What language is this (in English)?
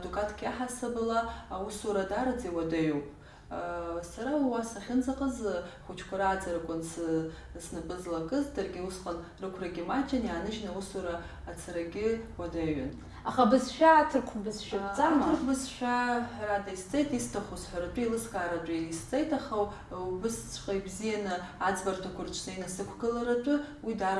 Abkhazian